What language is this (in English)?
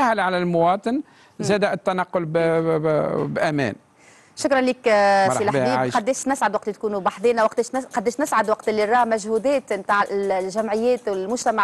Tunisian Arabic